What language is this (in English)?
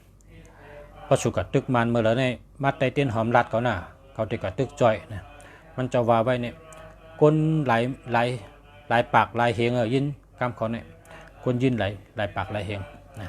Shan